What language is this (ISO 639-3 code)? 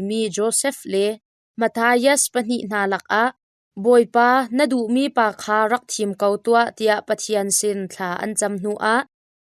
cnh